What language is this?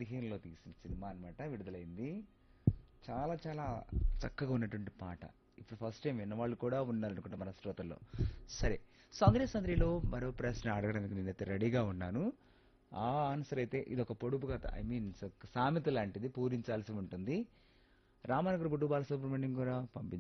Telugu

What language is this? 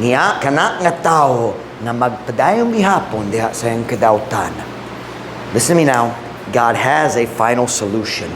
Cebuano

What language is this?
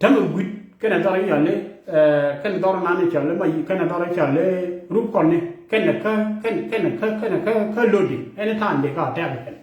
Nuer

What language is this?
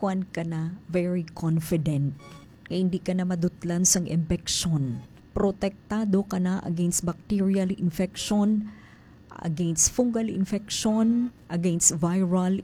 Hiligaynon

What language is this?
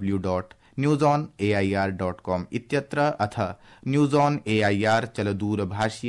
Sanskrit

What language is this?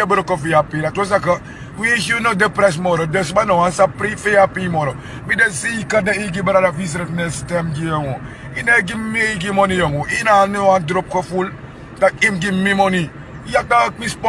Sranan Tongo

